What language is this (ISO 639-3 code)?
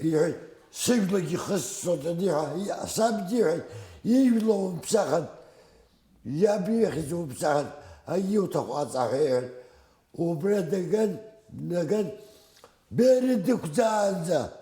abk